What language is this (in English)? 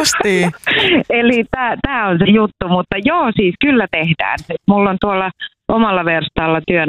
Finnish